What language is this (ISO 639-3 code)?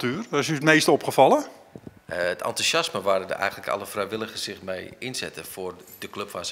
nld